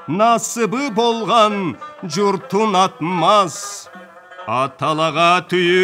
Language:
Karachay-Balkar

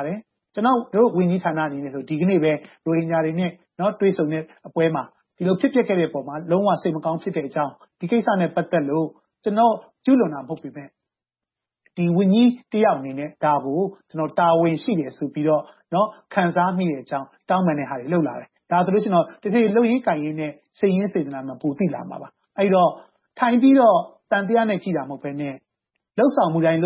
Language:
Burmese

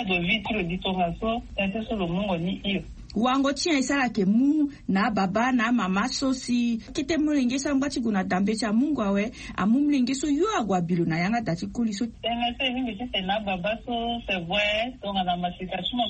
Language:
Sango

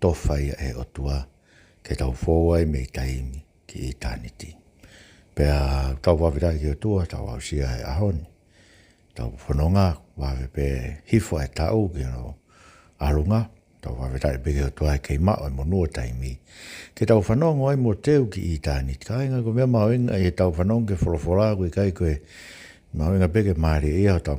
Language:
Tongan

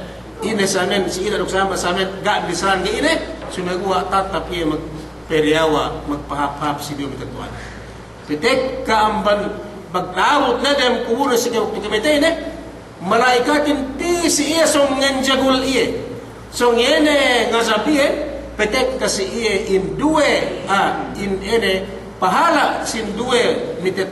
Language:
Yakan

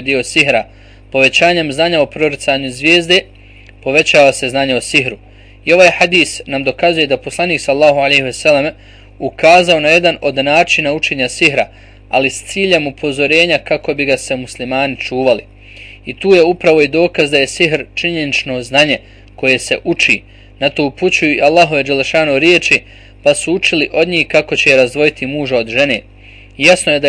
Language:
Bosnian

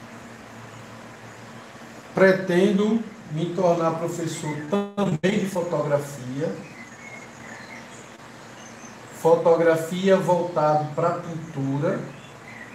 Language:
Portuguese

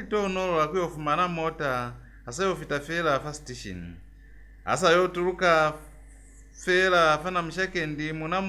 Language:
Lozi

